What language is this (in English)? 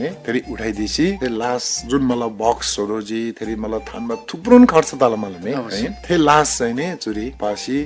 Eastern Tamang